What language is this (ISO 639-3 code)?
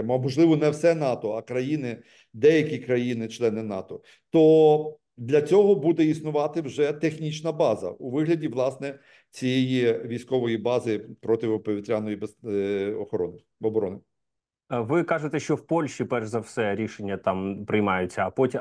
ukr